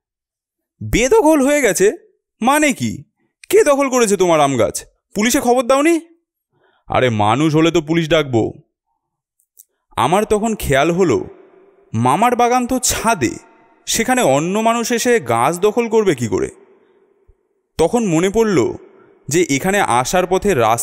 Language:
Bangla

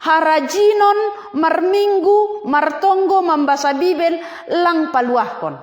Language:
Batak Simalungun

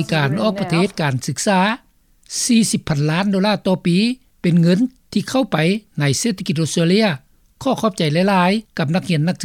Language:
Lao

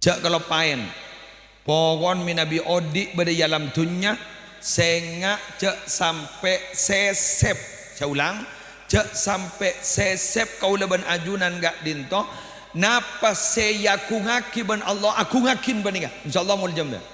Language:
Madurese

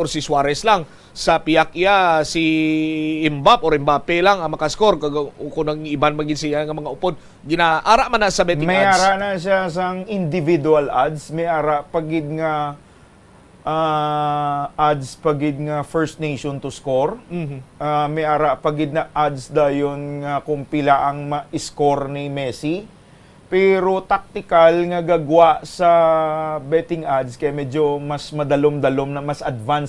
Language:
Hiligaynon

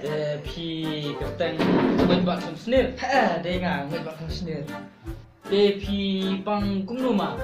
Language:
Khasi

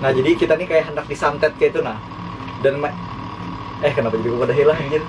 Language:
Banjar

